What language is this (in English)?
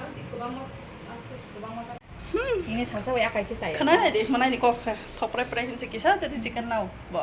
Kok Borok